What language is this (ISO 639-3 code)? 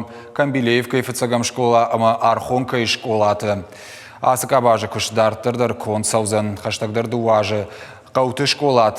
oss